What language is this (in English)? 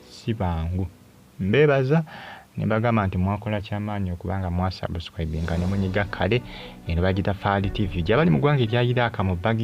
Ganda